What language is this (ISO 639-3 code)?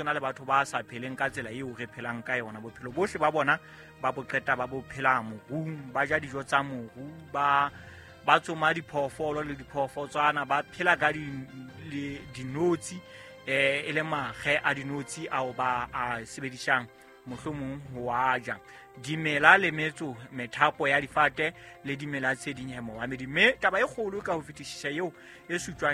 sot